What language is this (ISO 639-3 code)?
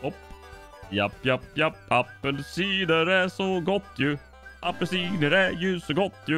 swe